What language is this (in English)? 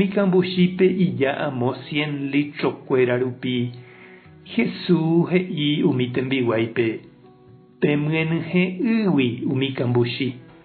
Guarani